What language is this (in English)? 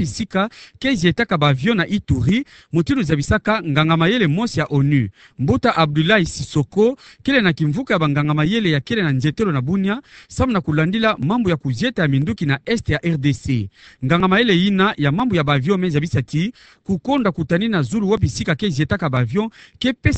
Kituba (Democratic Republic of Congo)